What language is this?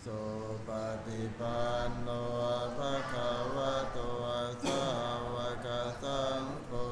Pali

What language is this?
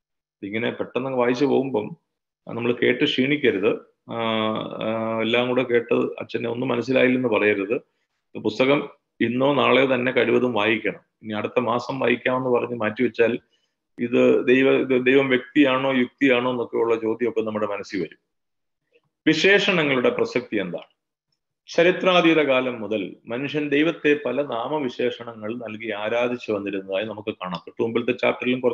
Malayalam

